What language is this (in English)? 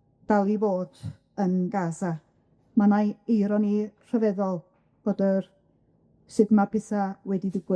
Welsh